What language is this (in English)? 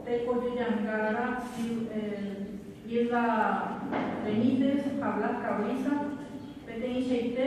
Guarani